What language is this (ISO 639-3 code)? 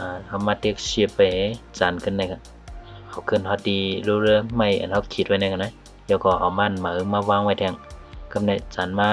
shn